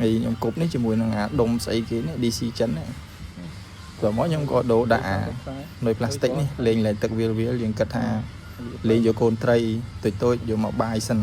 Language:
Khmer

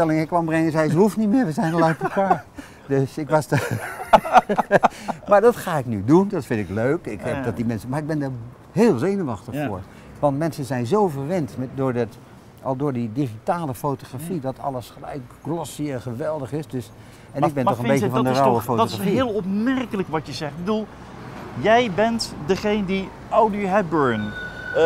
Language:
Dutch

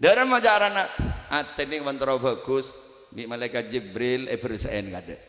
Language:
Madurese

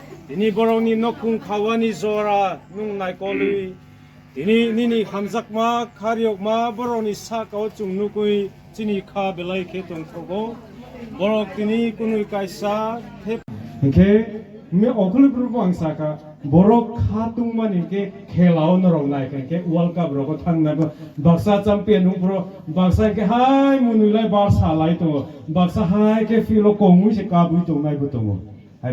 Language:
Kok Borok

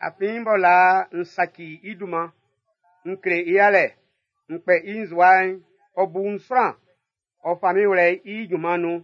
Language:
Baoulé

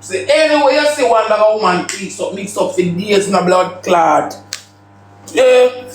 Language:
Jamaican Creole English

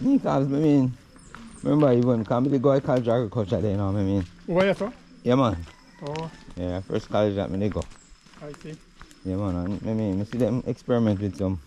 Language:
Jamaican Creole English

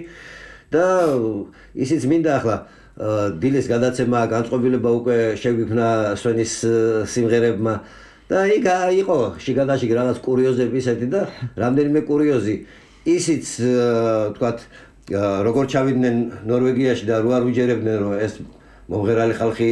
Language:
Georgian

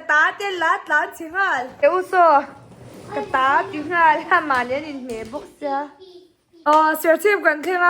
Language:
Mizo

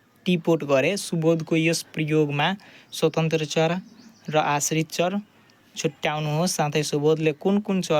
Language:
Nepali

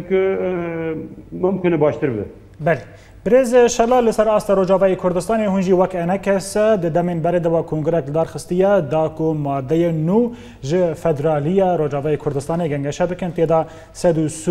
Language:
Kurdish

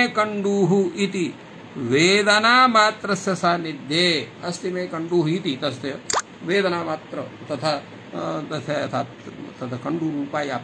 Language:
Sanskrit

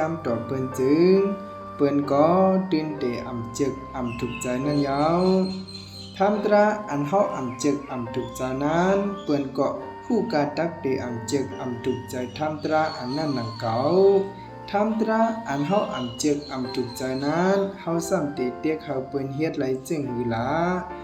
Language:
Shan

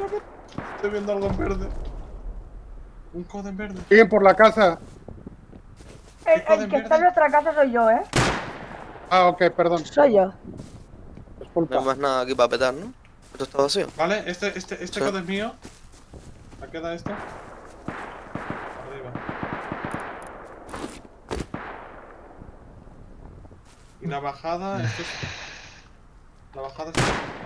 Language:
Spanish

